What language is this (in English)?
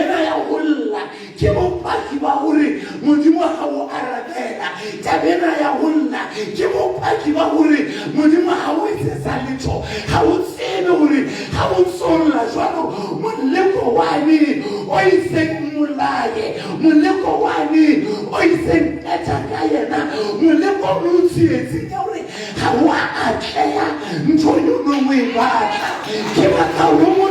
Southern Sotho